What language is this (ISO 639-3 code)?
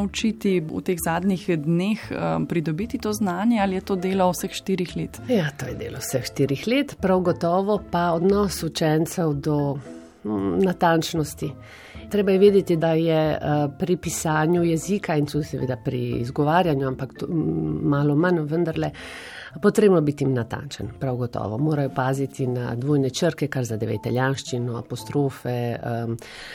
slv